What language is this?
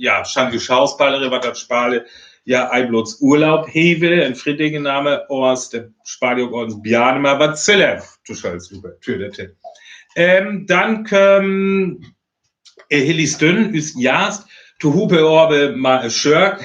Northern Frisian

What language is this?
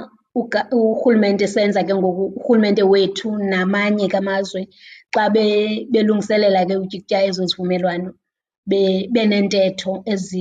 Xhosa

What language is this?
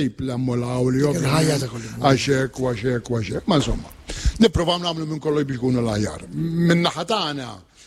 Maltese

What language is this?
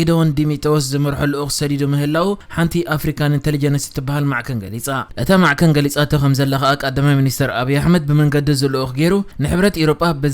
Tigrinya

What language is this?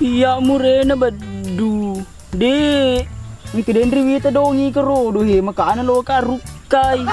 Buginese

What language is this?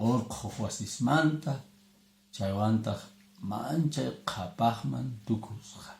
Quechua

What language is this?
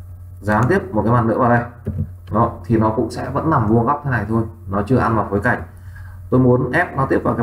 Vietnamese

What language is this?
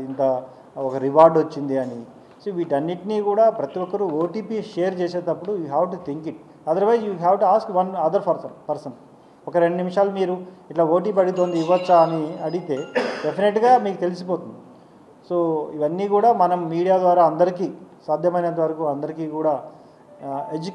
Telugu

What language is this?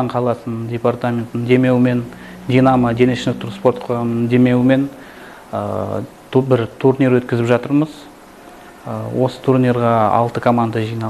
Kazakh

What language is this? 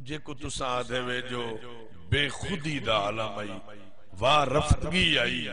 Saraiki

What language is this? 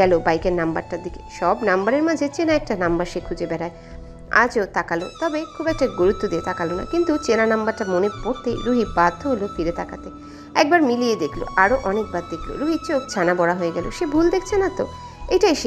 Bangla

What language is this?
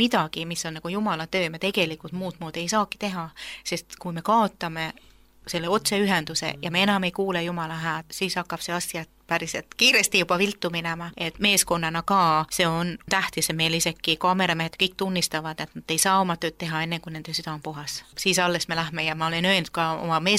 Estonian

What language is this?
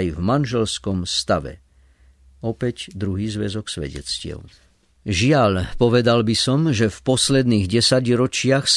Slovak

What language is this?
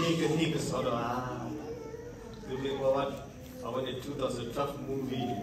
S'gaw Karen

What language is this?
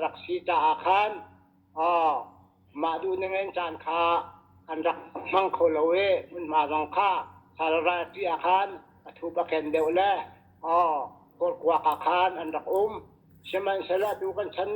Hakha Chin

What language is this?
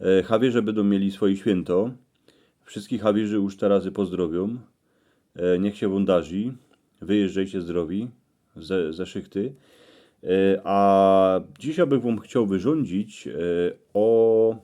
Silesian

